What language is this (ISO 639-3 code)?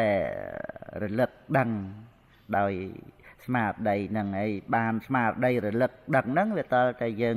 khm